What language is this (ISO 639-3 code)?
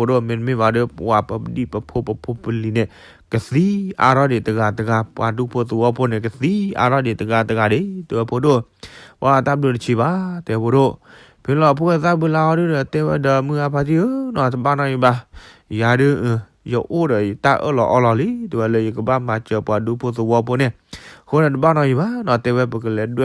ksw